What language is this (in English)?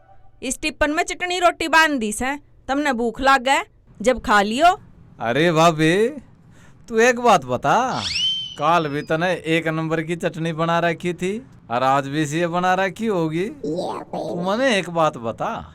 Haryanvi